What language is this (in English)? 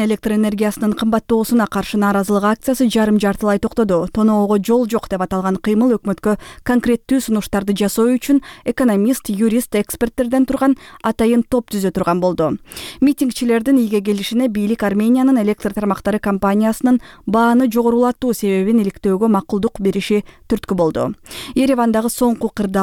Kyrgyz